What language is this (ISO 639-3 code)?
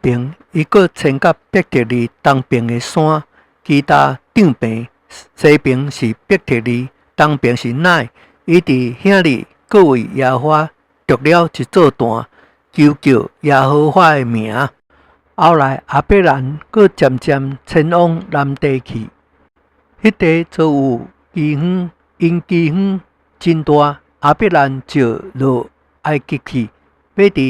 nan